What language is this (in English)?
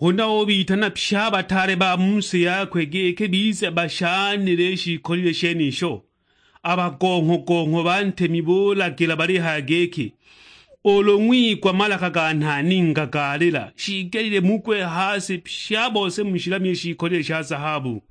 Sukuma